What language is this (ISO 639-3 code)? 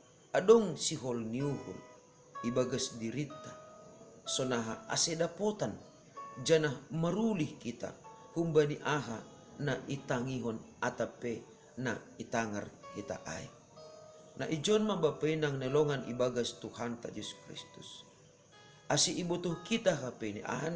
bts